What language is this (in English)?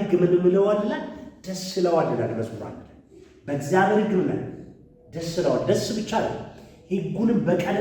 Amharic